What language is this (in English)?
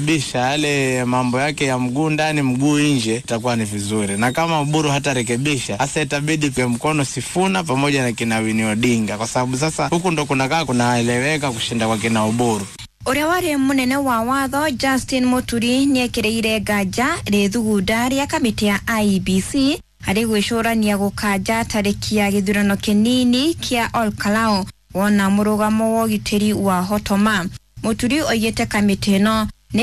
Kikuyu